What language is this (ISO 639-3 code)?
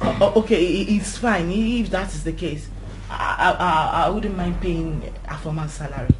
pcm